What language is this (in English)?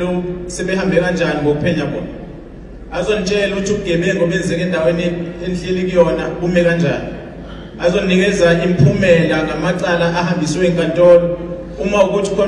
Zulu